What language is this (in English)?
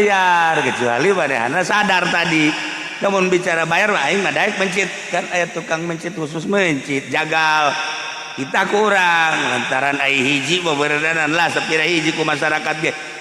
Sundanese